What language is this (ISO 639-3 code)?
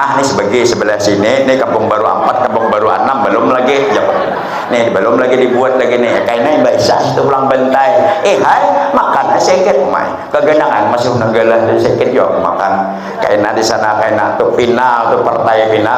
bjn